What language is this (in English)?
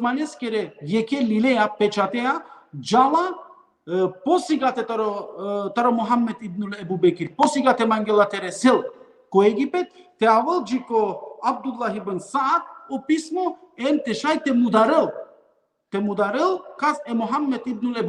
Balkan Romani